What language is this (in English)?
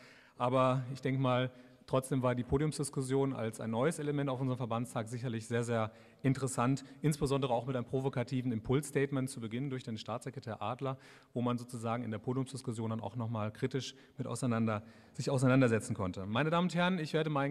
German